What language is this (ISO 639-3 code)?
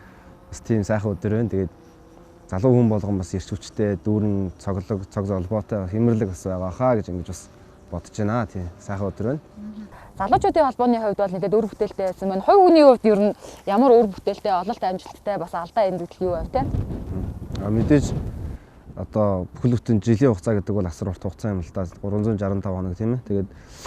mon